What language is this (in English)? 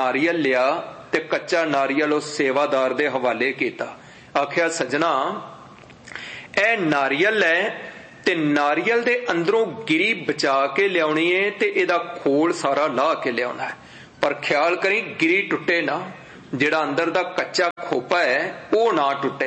Punjabi